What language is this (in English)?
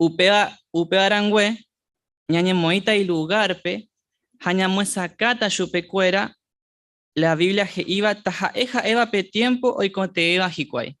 Guarani